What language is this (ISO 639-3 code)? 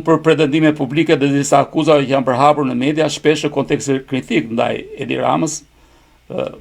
sqi